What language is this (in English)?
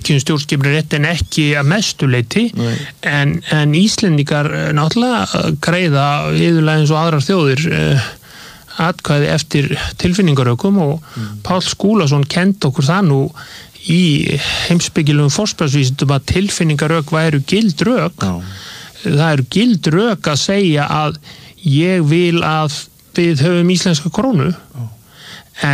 Icelandic